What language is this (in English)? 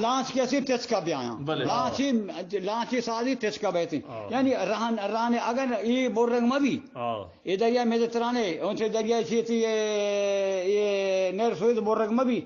Eastern Balochi